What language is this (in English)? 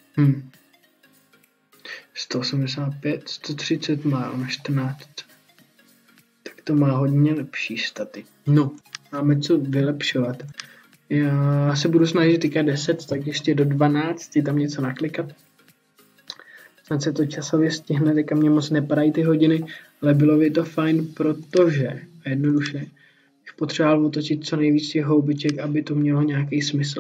Czech